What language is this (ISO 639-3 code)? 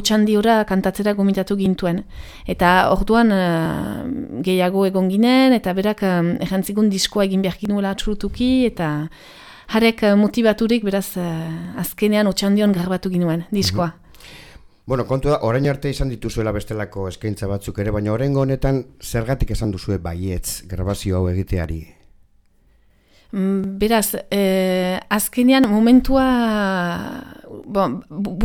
eus